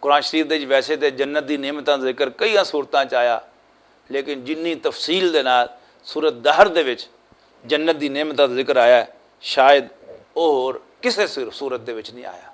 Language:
Western Panjabi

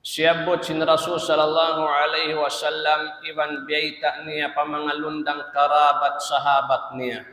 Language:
Tausug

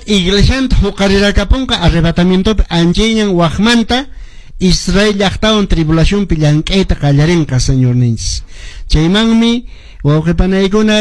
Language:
Quechua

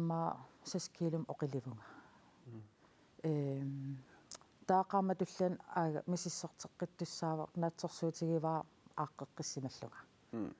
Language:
Kalaallisut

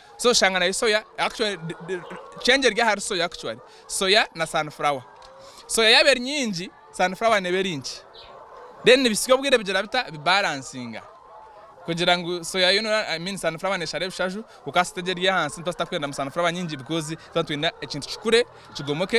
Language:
Nyankole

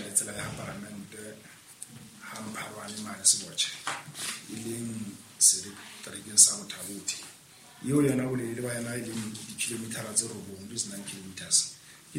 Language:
Southern Sotho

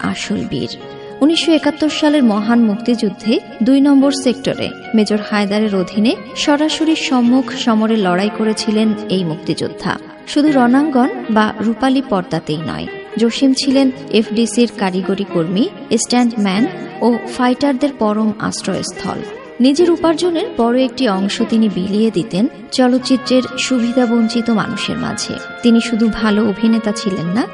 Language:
Bangla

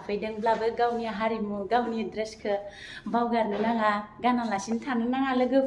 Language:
Bodo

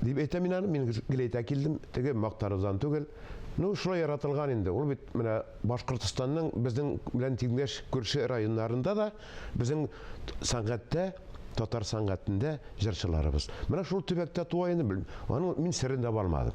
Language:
Tatar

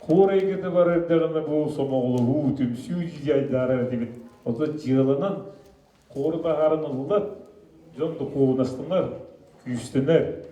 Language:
Yakut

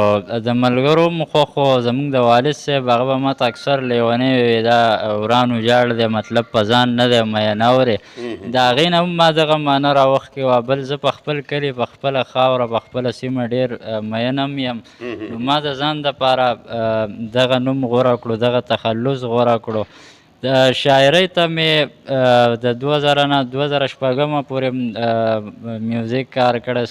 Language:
Pashto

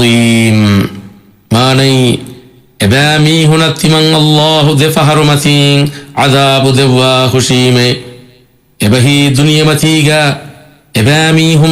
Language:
Divehi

